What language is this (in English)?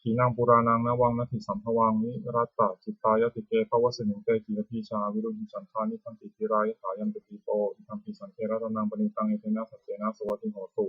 Pali